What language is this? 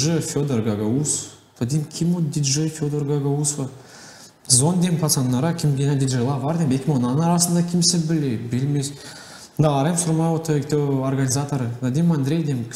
Gagauz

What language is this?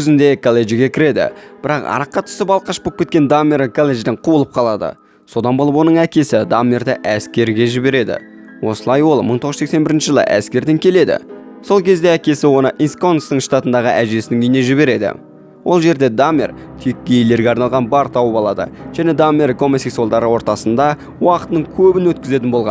Kazakh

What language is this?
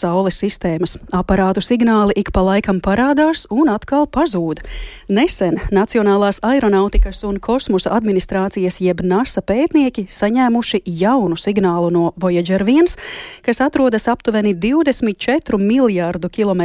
Latvian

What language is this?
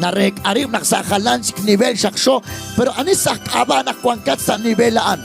Kekchí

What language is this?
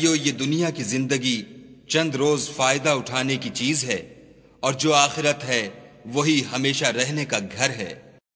Urdu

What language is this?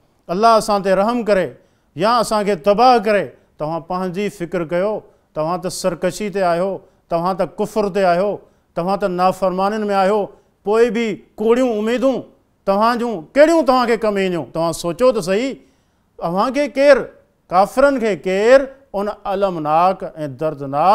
Sindhi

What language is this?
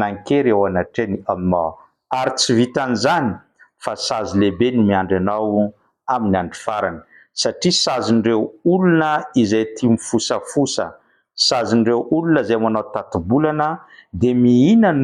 Malagasy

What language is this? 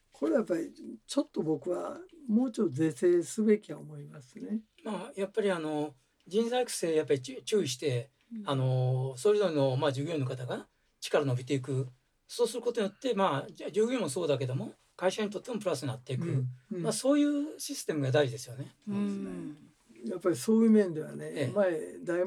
Japanese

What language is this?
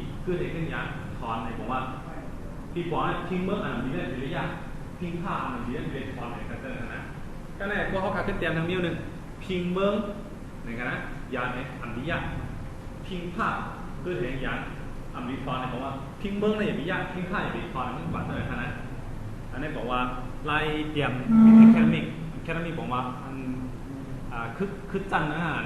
Shan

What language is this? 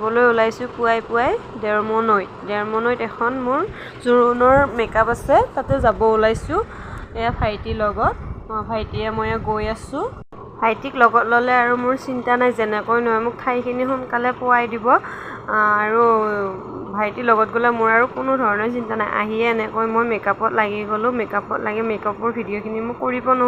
Assamese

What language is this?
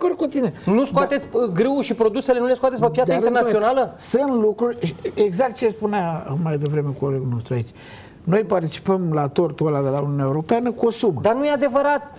Romanian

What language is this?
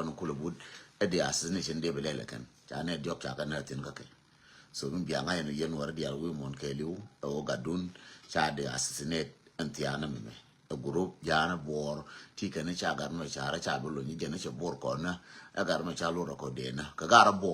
Nuer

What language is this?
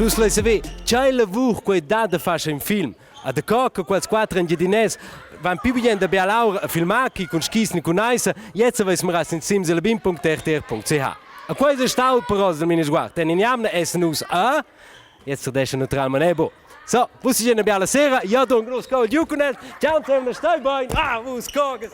Romansh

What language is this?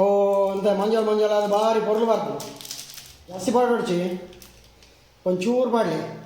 Tulu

